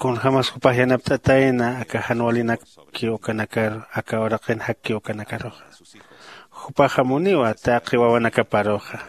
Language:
Aymara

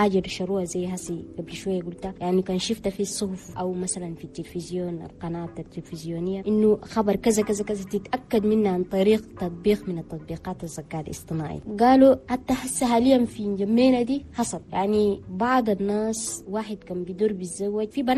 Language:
Chadian Arabic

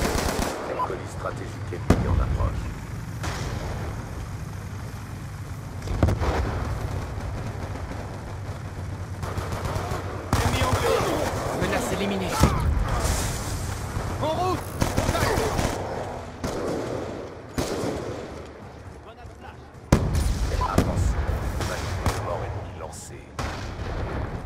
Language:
French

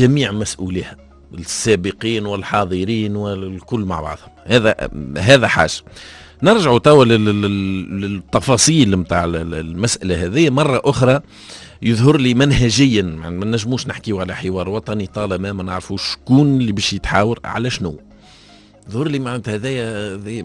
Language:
Tunisian Arabic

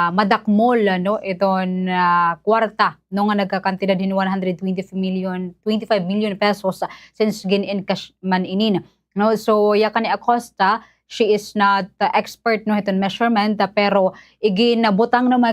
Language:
Waray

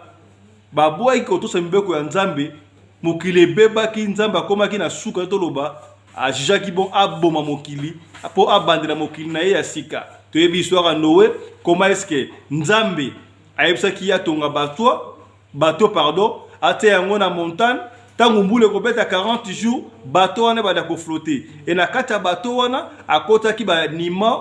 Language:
Lingala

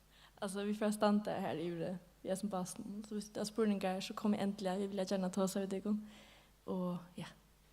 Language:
Faroese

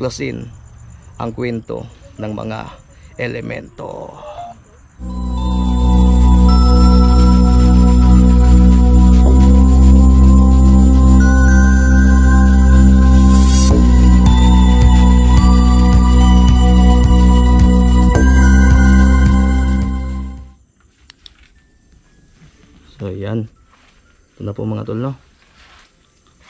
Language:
Filipino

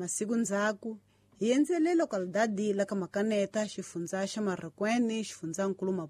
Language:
Tsonga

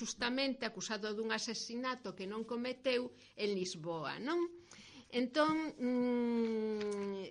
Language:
Galician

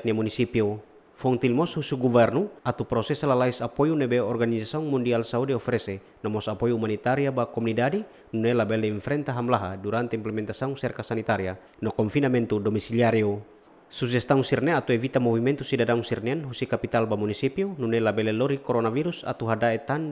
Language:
Tetum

